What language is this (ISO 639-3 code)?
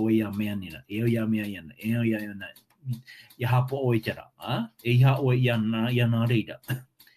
tah